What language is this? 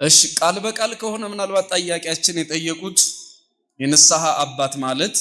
Amharic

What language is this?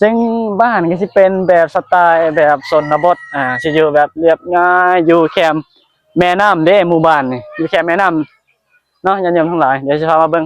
Northeastern Thai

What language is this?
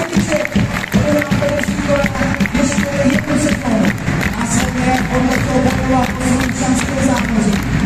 Czech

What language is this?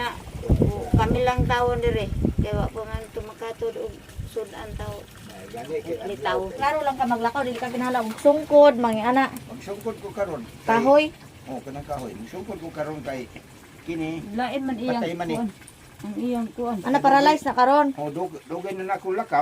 Cebuano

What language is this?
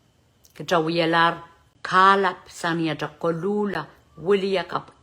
Pohnpeian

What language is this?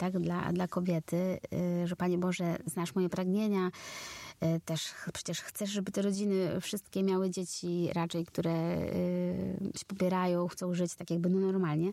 Polish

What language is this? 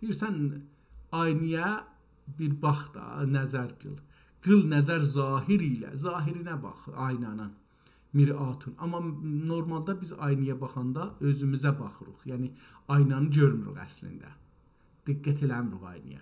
South Azerbaijani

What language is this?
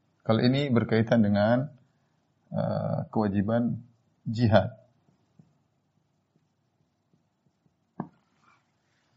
Indonesian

